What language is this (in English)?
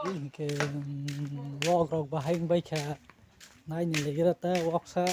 Kok Borok